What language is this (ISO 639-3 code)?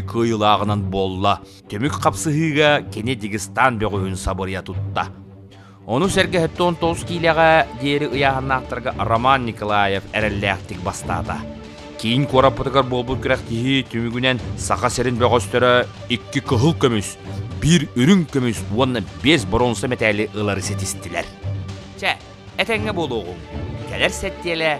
sah